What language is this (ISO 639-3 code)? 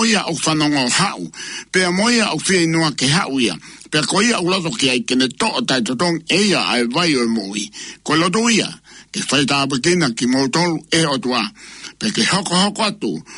ton